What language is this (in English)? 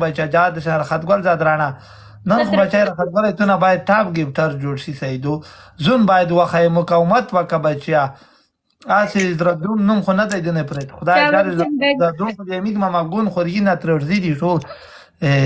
Pashto